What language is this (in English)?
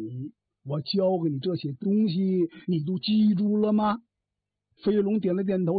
Chinese